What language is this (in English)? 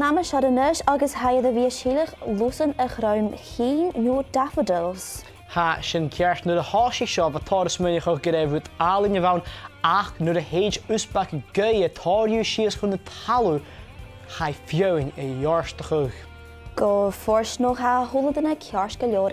Scottish Gaelic